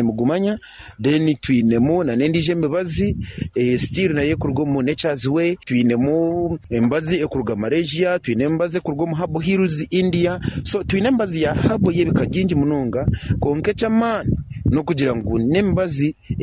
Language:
Nyankole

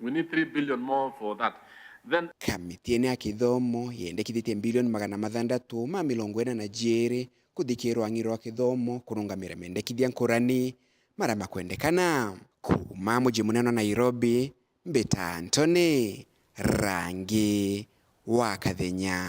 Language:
Meru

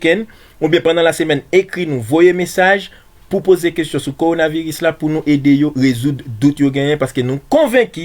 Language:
Haitian Creole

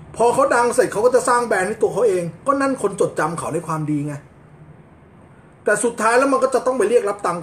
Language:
Thai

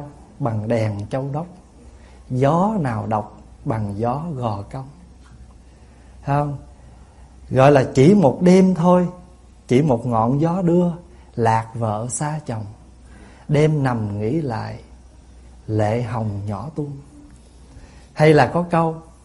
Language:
Vietnamese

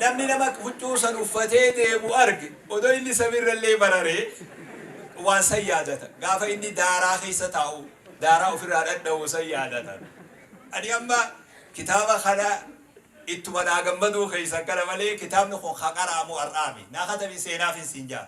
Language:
Oromo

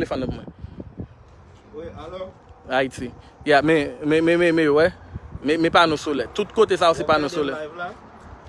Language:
Haitian Creole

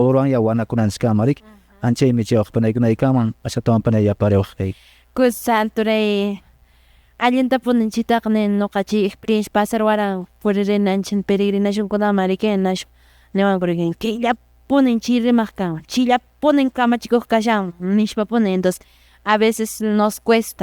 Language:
Quechua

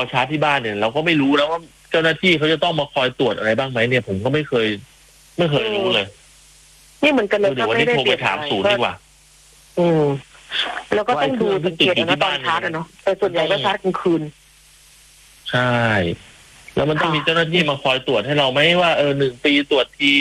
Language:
Thai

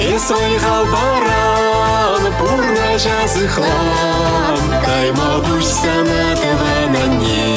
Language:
Chuvash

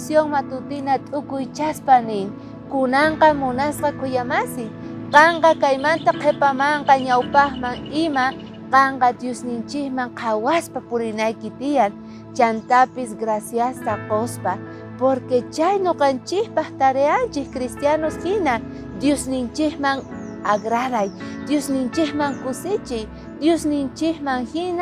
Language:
South Bolivian Quechua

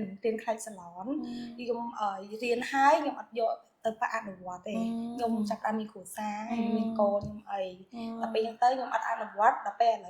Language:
Khmer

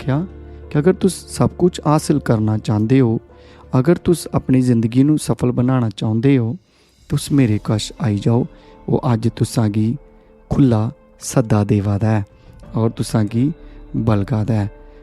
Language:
Dogri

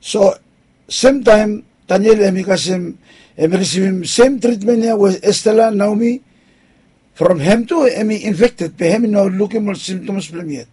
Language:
Bislama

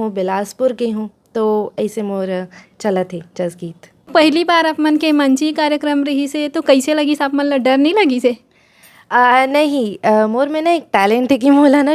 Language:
Chhattisgarhi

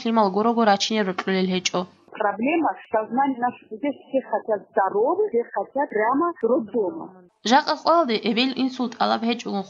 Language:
Avaric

